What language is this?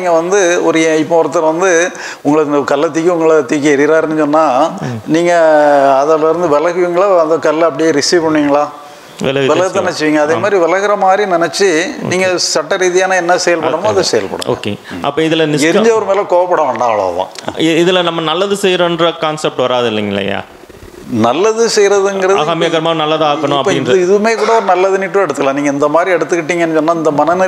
Tamil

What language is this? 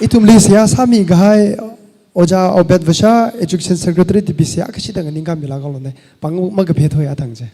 Tangkhul Naga (India)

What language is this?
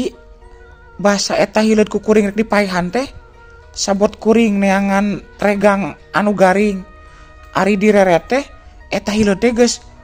Sundanese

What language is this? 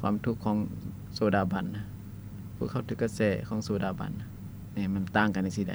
Lao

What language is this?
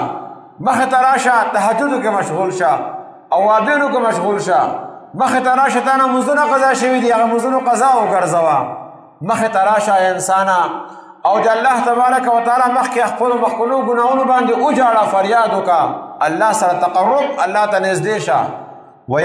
Pashto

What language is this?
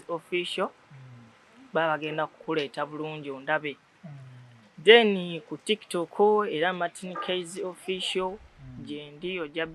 Ganda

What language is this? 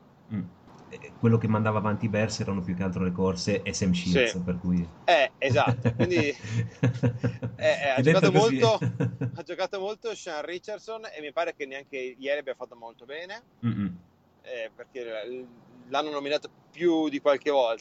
Italian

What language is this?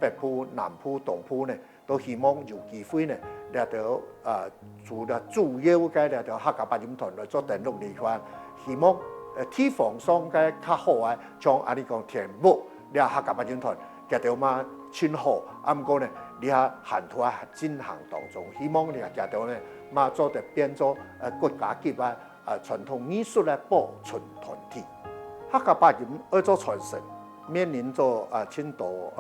Hakka Chinese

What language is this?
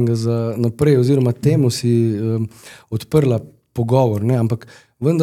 Slovenian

